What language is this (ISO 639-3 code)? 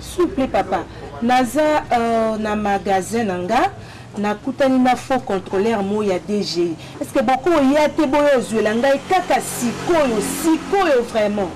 lin